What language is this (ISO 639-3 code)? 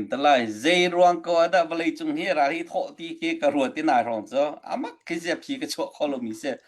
cnh